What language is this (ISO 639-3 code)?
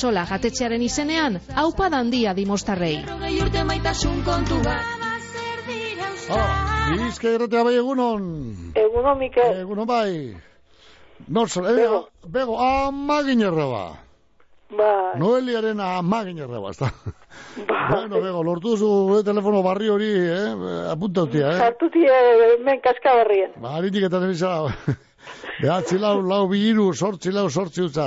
eus